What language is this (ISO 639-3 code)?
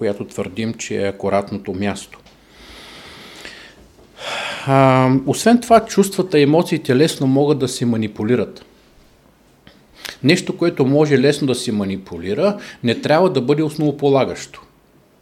bul